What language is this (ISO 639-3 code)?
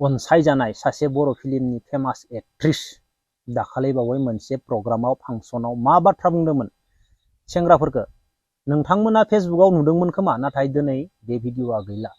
brx